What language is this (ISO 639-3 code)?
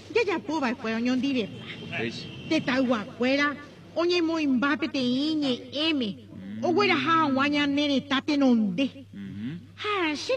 grn